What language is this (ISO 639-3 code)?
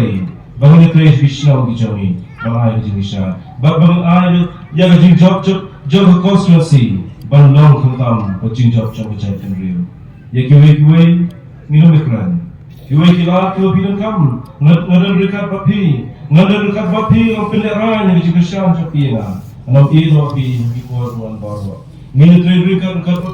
kha